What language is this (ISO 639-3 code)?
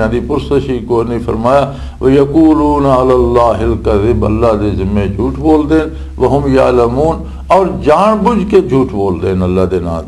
lah